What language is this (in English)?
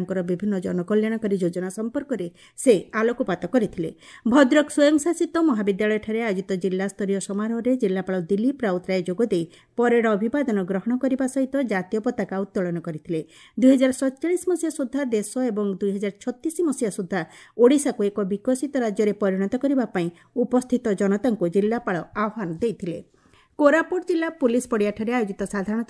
Odia